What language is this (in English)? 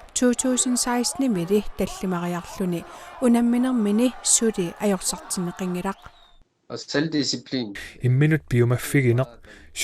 Kalaallisut